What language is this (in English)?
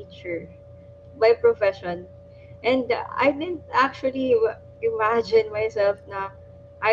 Filipino